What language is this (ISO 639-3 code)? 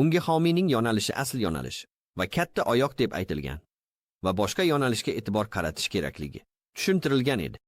uzb